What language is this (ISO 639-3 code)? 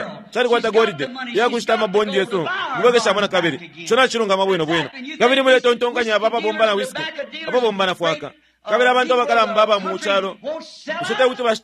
bem